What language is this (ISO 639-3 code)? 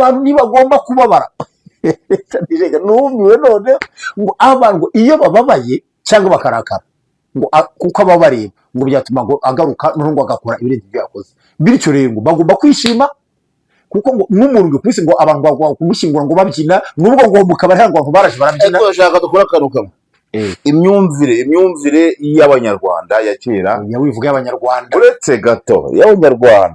kin